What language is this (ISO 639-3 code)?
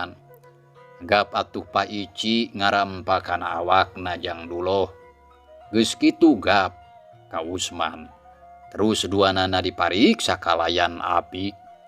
sun